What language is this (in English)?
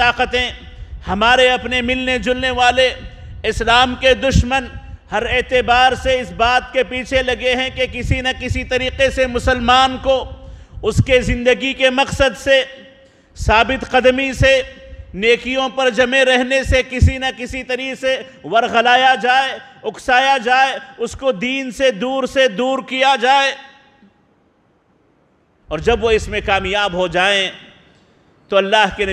Urdu